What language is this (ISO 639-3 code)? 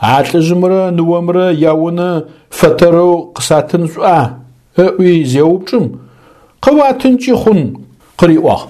ady